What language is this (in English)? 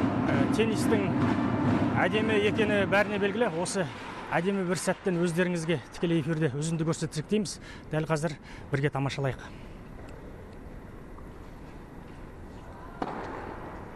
Kazakh